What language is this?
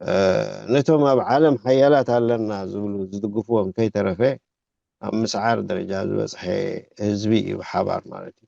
Tigrinya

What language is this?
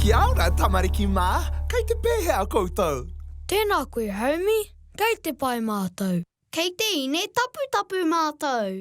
Māori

